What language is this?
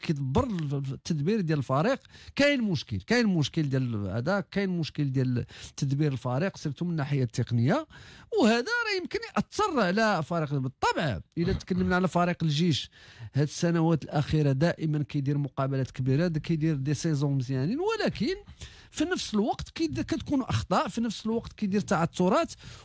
Moroccan Arabic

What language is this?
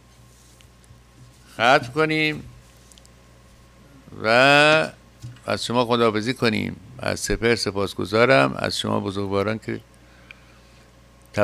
Persian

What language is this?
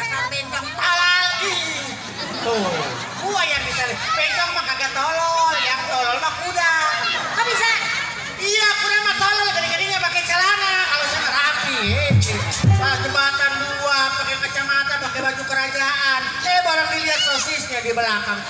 Betawi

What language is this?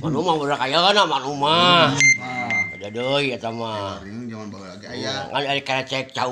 Sundanese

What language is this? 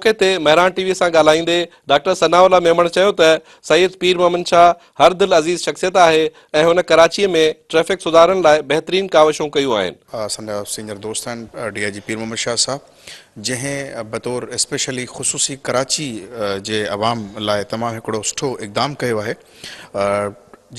Sindhi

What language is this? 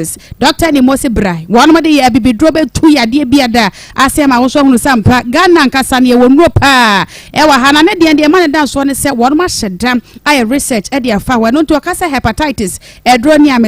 Akan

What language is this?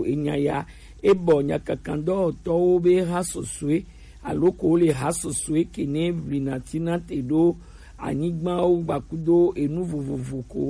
Gen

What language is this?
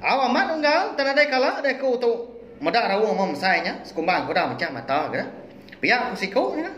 Iban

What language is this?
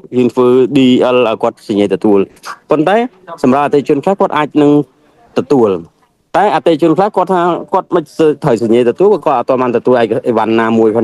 Khmer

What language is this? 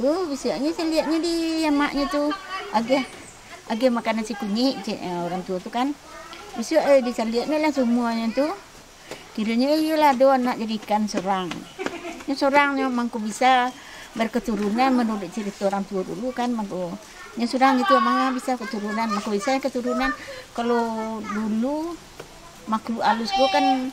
Minangkabau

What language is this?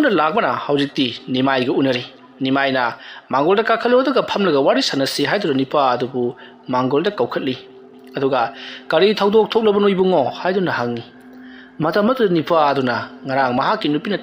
Manipuri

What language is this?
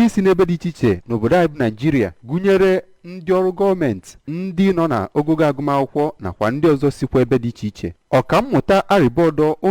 Igbo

